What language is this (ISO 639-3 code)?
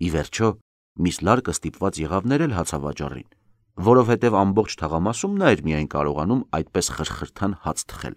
hye